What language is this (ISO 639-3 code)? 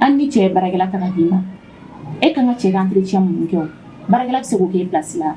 bam